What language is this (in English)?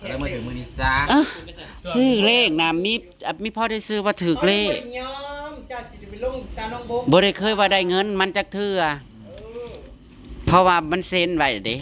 Northeastern Thai